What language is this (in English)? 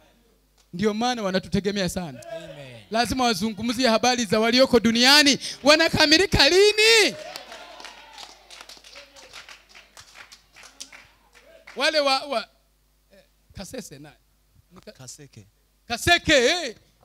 Swahili